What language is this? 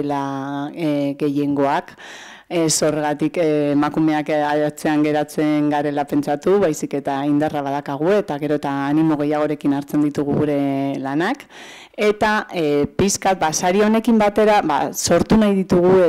Basque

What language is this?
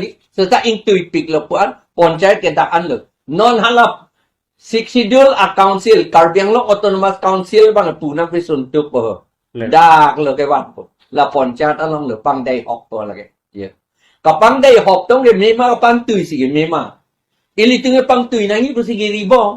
Karbi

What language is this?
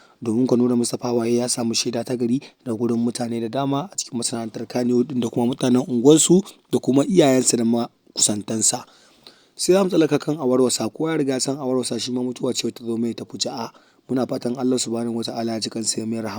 Hausa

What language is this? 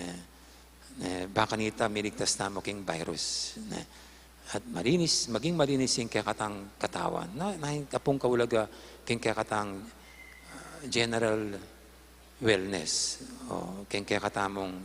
Pampanga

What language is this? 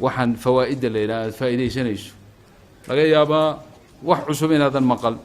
Somali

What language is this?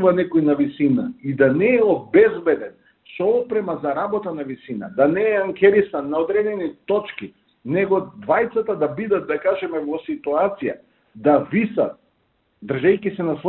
Macedonian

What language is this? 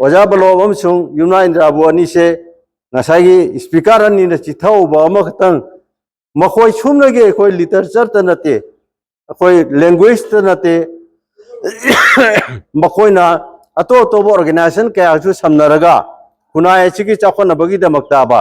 Manipuri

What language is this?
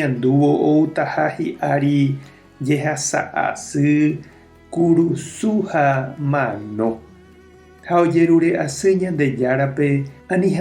Guarani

